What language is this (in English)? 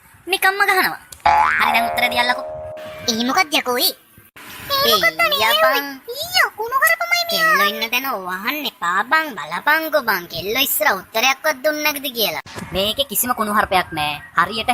Sinhala